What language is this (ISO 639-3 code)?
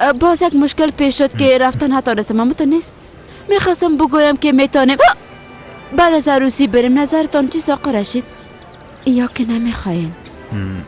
fas